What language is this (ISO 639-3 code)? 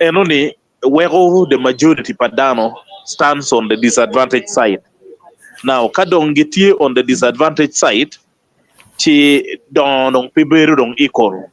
ach